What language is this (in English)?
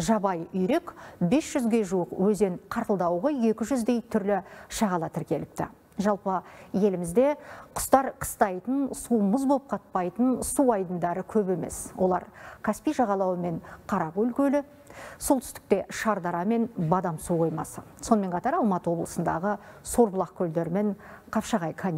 Kazakh